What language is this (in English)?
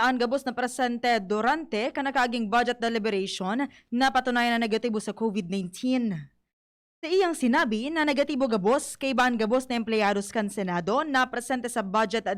Bikol